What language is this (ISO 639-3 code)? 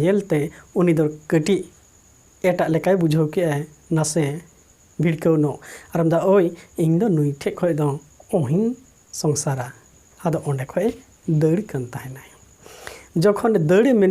sat